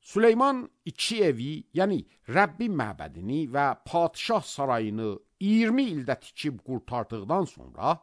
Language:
Azerbaijani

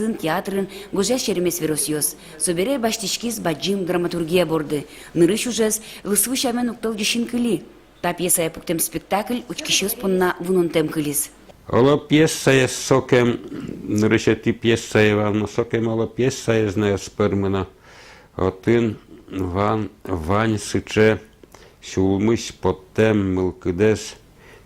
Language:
Udmurt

